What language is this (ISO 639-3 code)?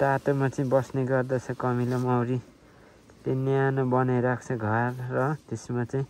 nep